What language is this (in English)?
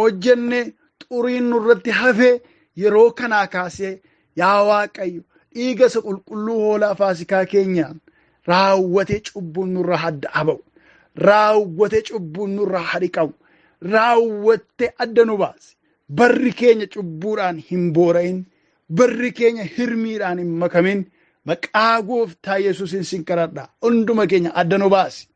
Oromo